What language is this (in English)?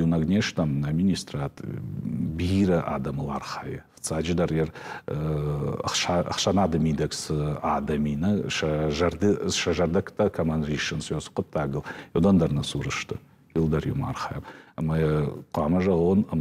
Ossetic